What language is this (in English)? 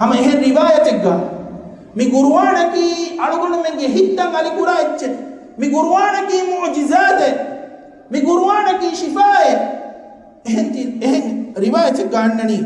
Divehi